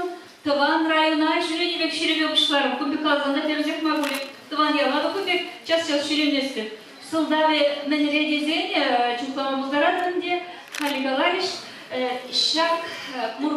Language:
Chuvash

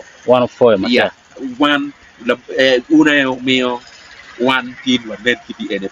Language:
Acoli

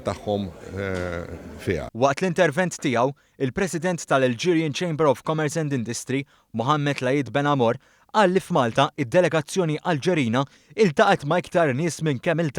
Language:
Maltese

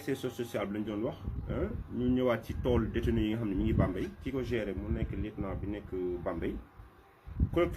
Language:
Wolof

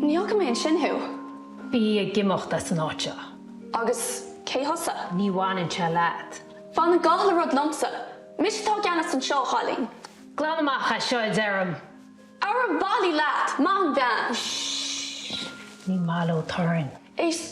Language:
Irish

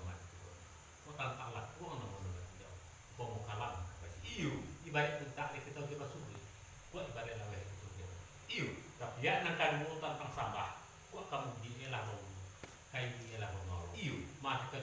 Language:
Minangkabau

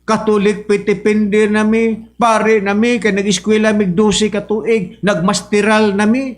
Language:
Cebuano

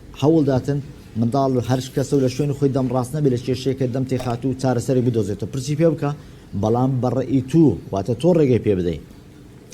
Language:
Central Kurdish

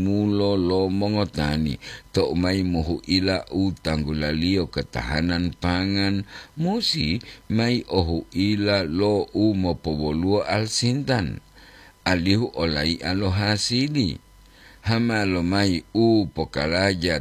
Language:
Gorontalo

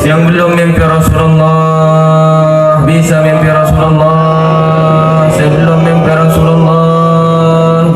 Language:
Madurese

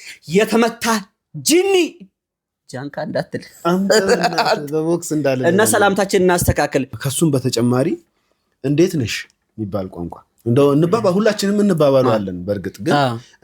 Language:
Amharic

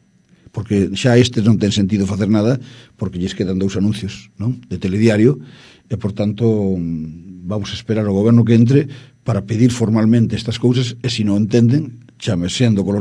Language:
Galician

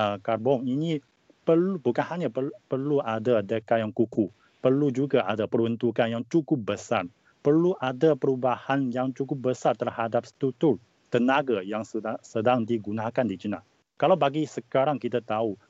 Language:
Malay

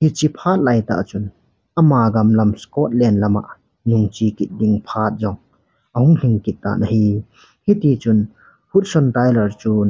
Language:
Thado Chin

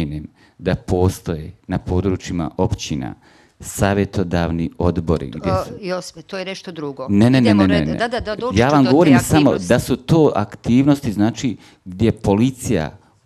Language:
Bosnian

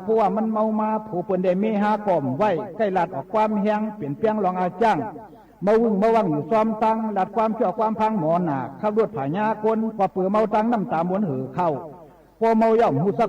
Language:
Shan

